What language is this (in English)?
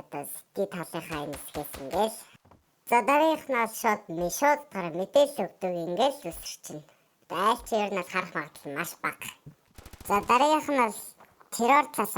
Mongolian